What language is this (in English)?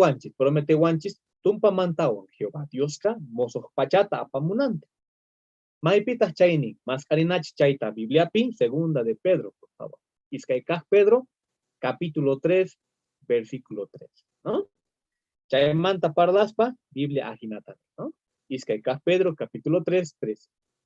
South Bolivian Quechua